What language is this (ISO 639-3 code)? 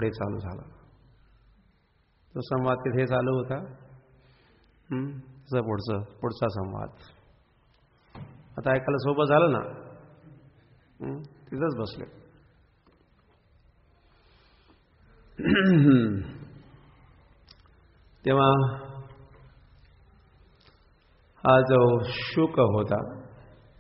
mar